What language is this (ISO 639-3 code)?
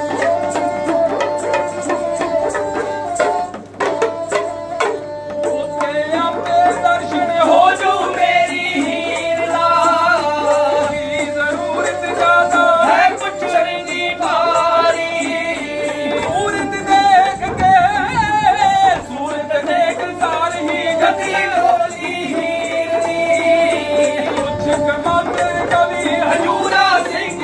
pan